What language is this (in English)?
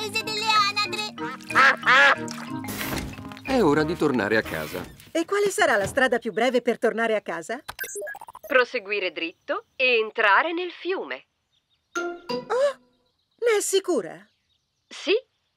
Italian